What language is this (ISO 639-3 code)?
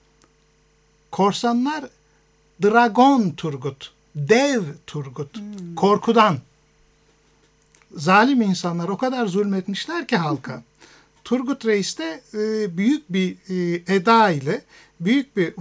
tur